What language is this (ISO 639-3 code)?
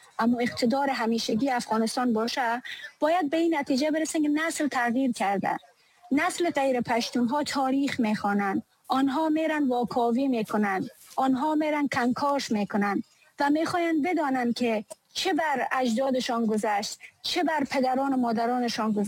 fas